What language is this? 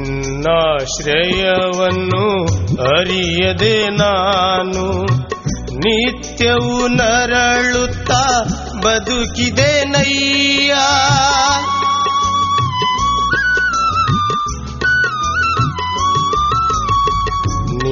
Kannada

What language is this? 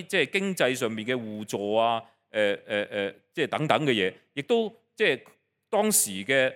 Cantonese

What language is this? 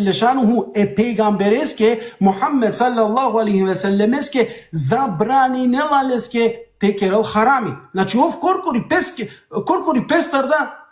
Balkan Romani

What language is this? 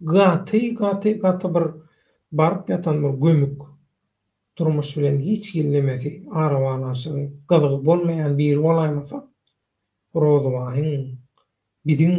Turkmen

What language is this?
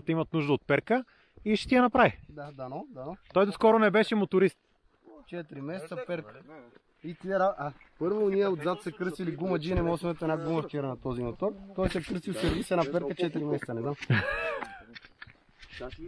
Bulgarian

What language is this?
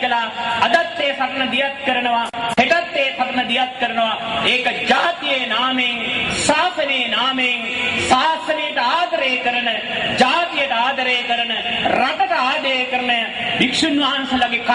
Sinhala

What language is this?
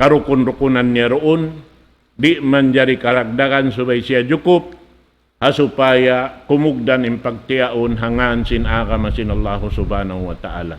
Tausug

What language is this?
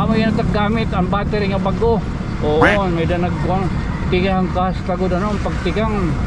Waray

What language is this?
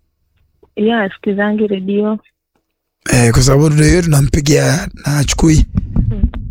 Swahili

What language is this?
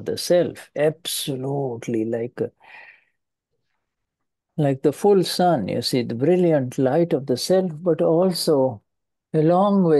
English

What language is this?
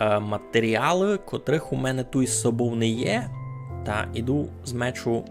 Rusyn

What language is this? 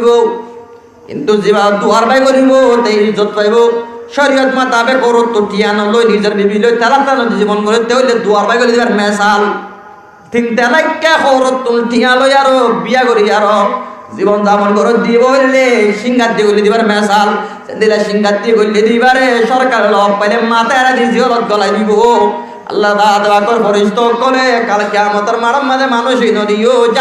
Rohingya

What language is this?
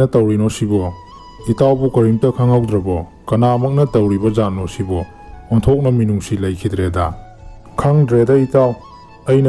Manipuri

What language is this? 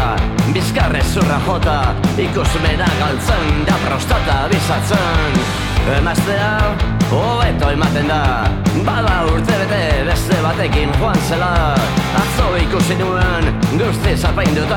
Basque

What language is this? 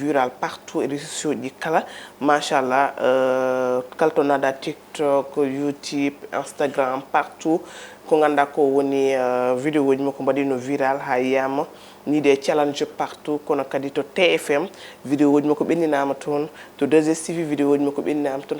Fula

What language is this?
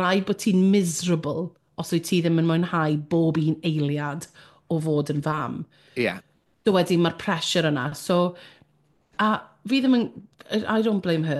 Welsh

